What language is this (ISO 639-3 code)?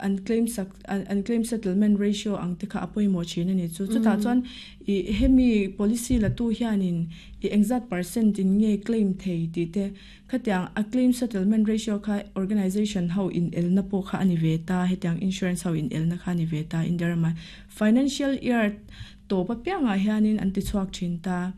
lus